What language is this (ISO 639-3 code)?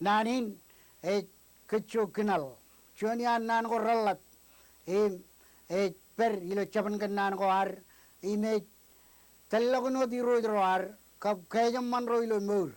mah